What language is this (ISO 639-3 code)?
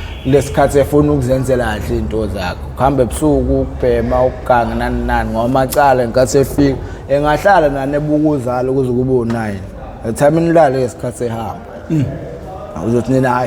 zul